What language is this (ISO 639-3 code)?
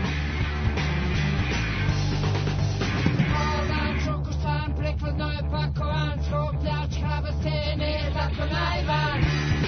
srp